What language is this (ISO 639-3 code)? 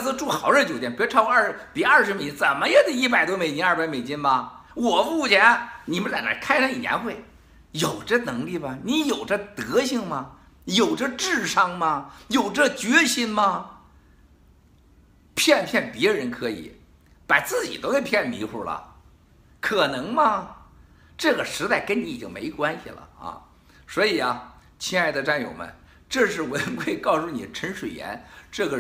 zho